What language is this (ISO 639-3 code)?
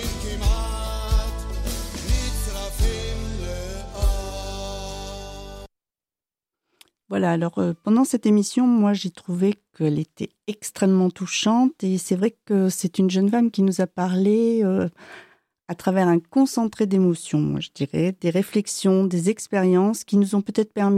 fra